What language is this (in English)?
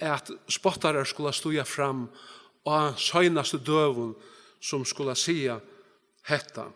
Faroese